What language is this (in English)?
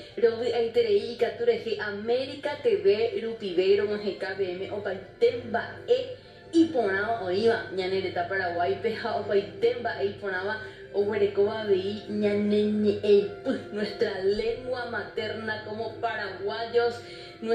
Guarani